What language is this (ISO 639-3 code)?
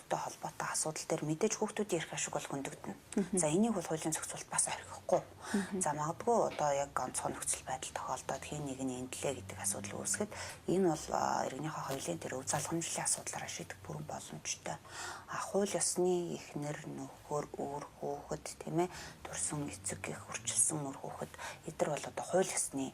mon